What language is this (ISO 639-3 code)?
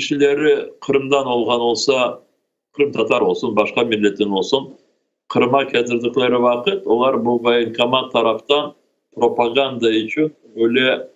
crh